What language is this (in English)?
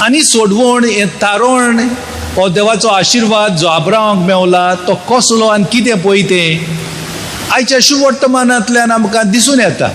Konkani